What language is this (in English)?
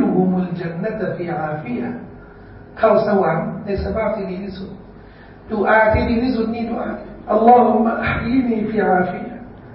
Thai